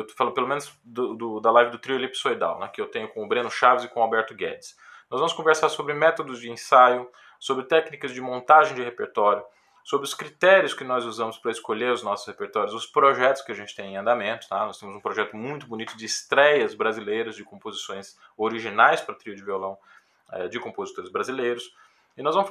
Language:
Portuguese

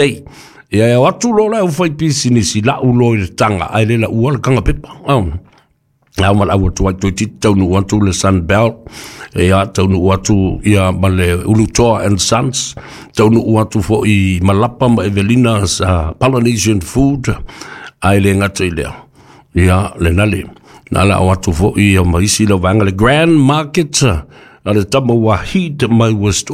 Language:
Samoan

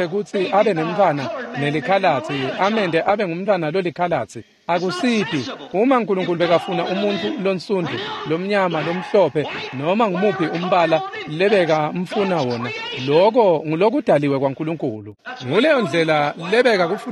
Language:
Swati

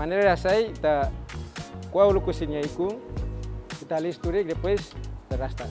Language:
Tetum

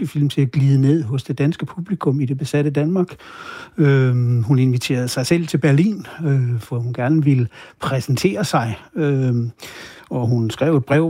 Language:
Danish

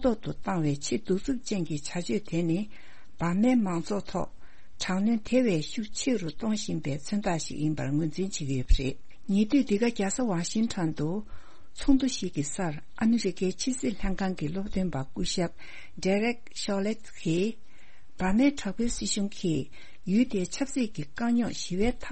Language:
Tibetan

